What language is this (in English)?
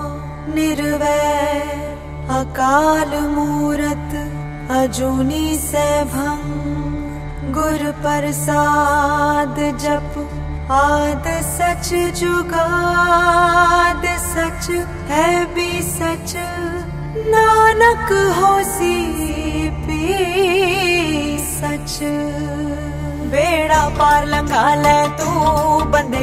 Punjabi